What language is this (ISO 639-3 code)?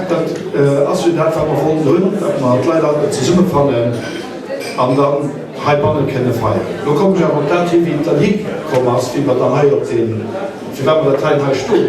ltz